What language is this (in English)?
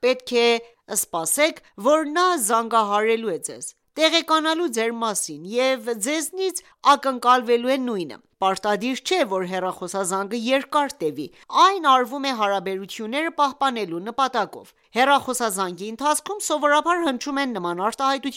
Armenian